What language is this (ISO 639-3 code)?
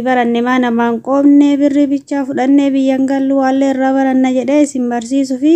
orm